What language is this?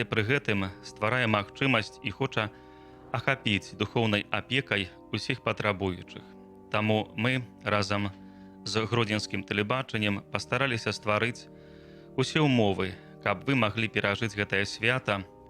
Belarusian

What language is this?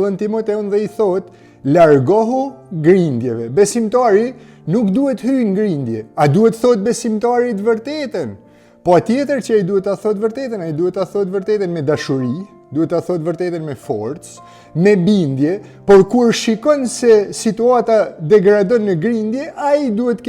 Albanian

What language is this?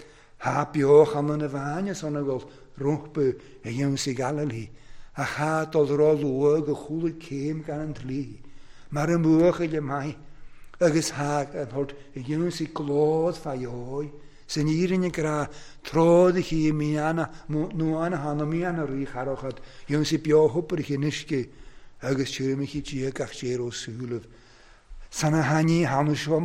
Welsh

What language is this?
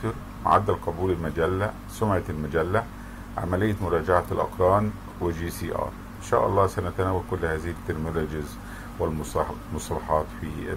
Arabic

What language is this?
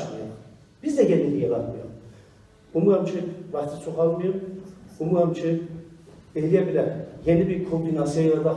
South Azerbaijani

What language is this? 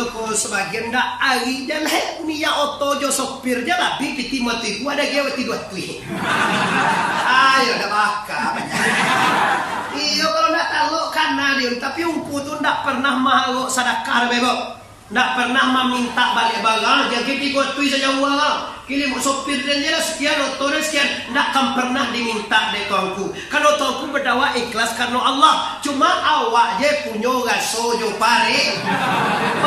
Minangkabau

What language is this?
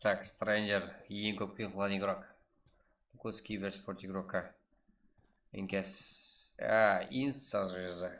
Kara-Kalpak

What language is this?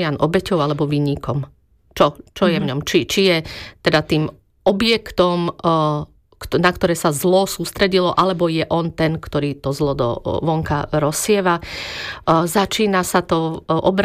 Slovak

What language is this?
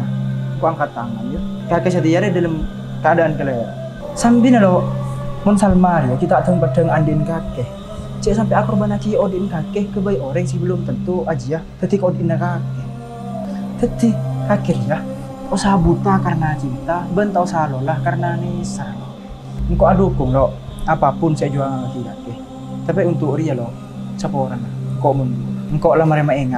Madurese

